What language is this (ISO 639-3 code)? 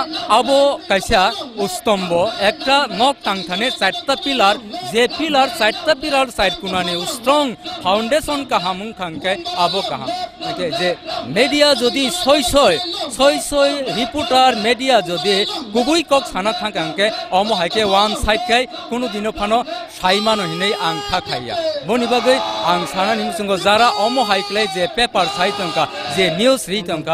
trp